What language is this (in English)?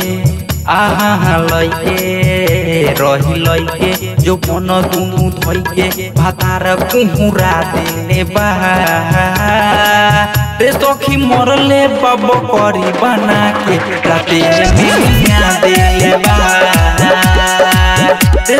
Bhojpuri